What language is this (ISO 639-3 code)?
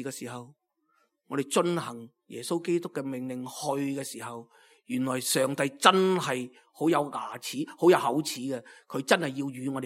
yue